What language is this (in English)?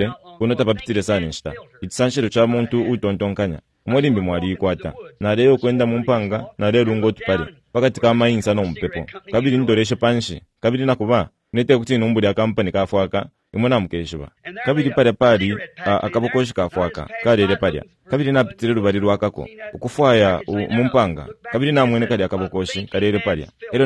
Bemba